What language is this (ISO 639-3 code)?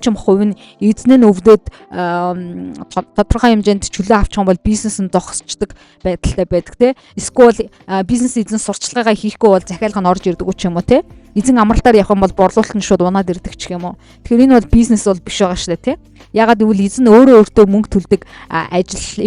mon